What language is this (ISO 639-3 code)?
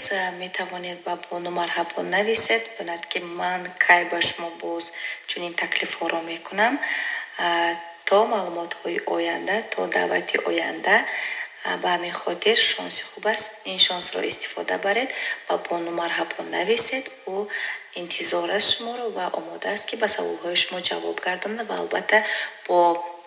tgk